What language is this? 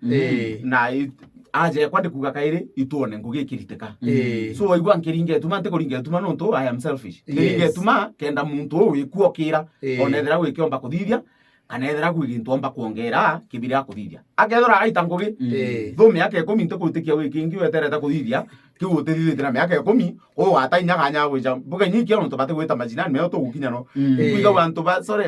Meru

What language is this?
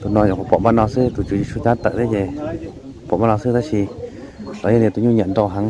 Hmong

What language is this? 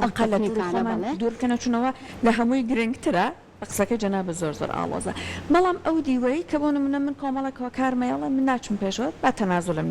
Central Kurdish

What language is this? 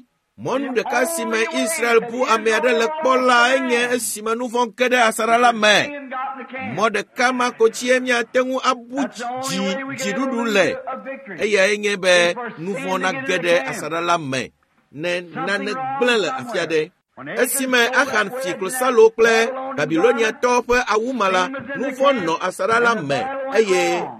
Ewe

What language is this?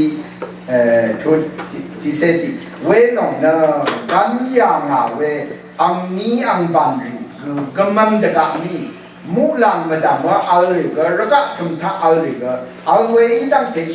Rawang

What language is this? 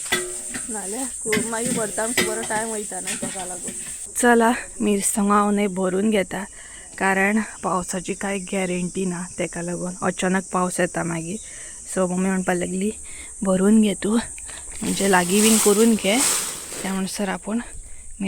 Konkani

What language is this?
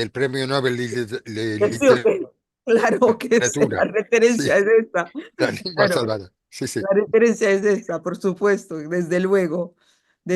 Ladino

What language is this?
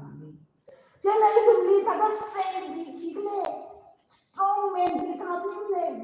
Tangkhul Naga (India)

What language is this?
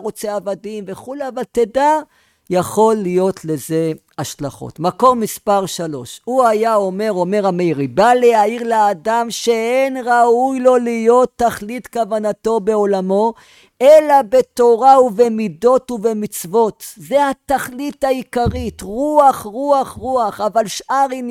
Hebrew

